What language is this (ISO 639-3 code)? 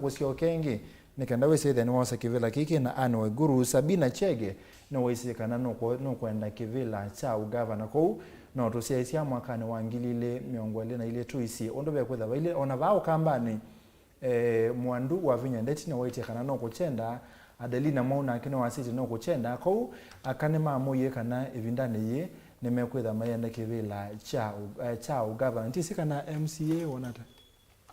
kam